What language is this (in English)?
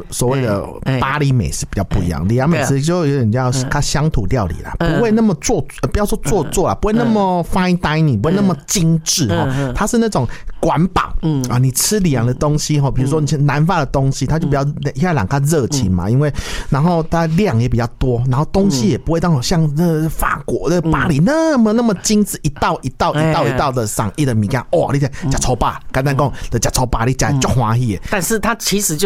Min Nan Chinese